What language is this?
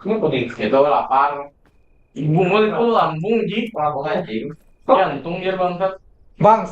Banjar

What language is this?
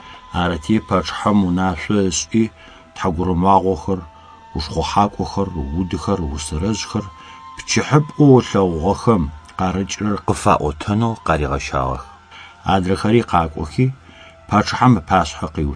Adyghe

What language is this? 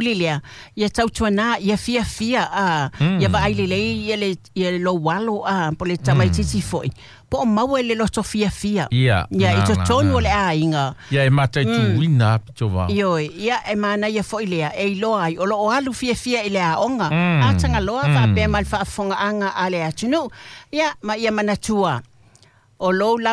Samoan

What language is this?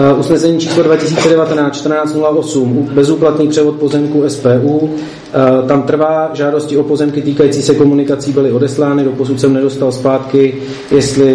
Czech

